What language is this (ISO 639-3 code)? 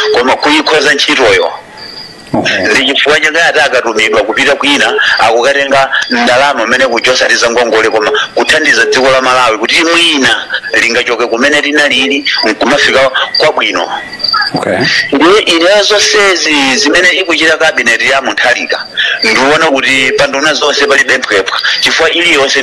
nya